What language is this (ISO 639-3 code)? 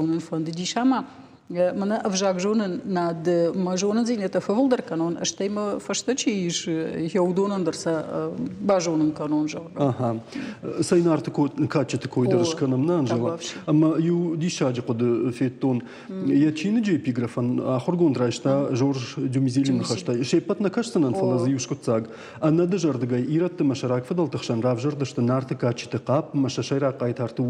oss